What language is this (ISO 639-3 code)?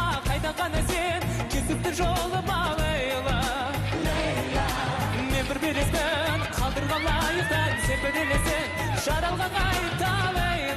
kaz